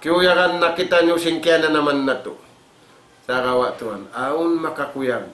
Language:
Tausug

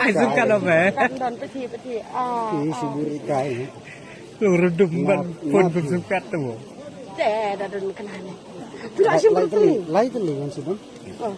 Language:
Khasi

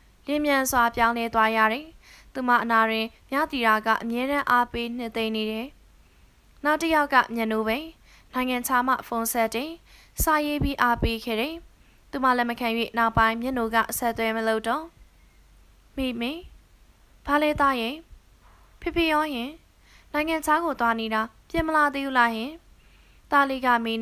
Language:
Burmese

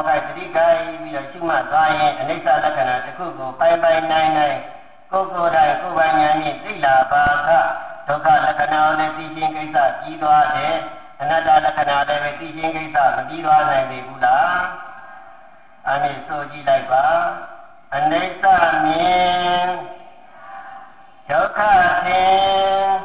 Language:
Burmese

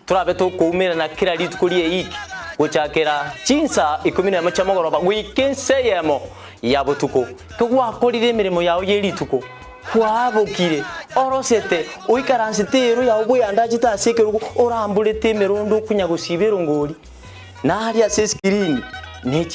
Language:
Gusii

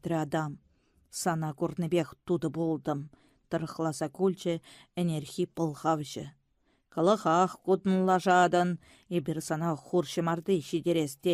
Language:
Chuvash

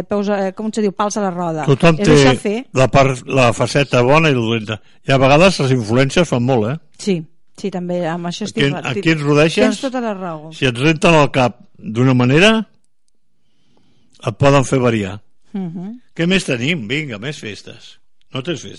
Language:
Catalan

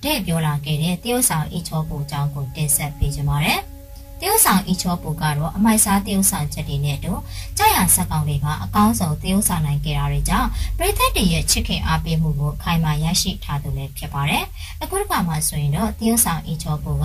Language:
Burmese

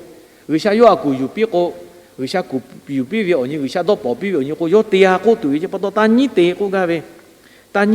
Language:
Lahu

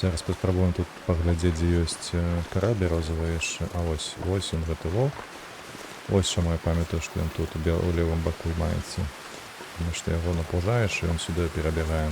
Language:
Belarusian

